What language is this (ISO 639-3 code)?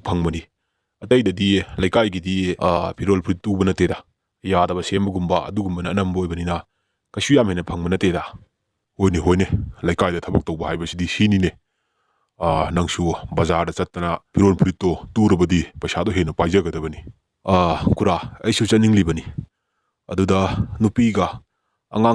mni